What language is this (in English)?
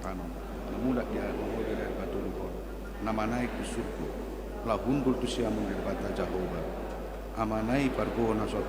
Batak Toba